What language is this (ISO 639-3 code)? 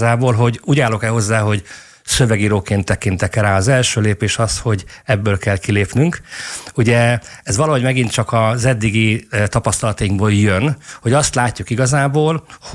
hun